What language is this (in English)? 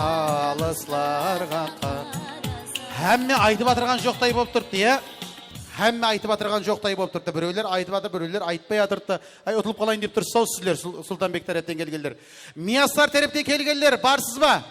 Kara-Kalpak